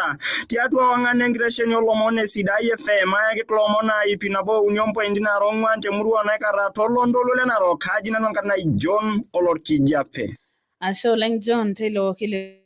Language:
Masai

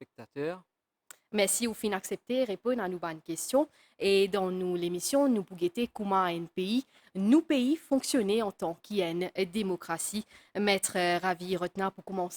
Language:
Morisyen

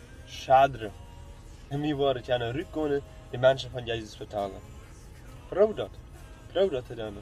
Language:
Plautdietsch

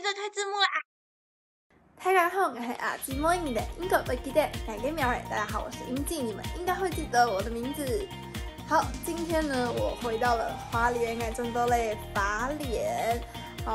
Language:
Hakka Chinese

